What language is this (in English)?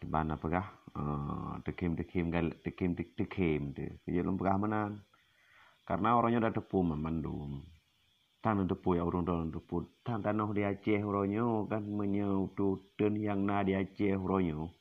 Achinese